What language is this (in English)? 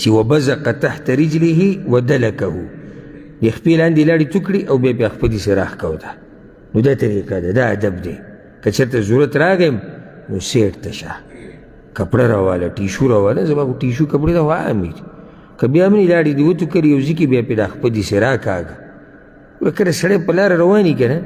Pashto